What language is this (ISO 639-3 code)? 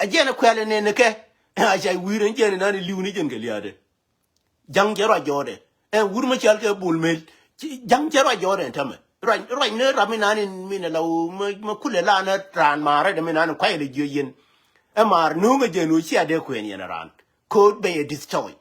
nus